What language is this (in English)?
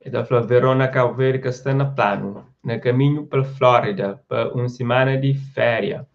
Kabuverdianu